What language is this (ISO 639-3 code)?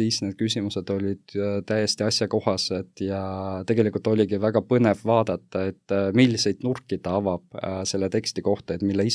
est